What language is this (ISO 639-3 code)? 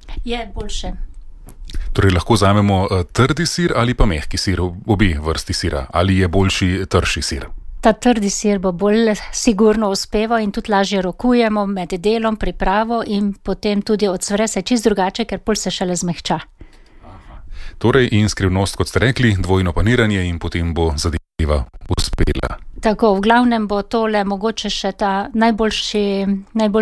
slv